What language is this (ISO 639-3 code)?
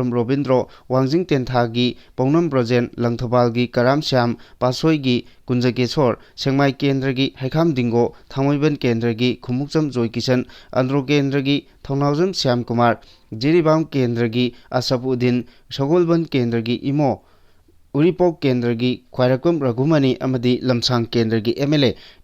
mni